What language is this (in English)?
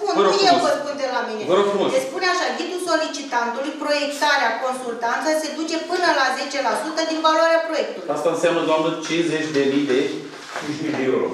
Romanian